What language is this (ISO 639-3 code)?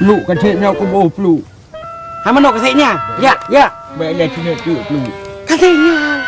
ace